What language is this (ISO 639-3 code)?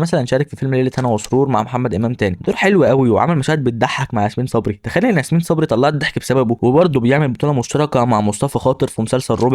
arz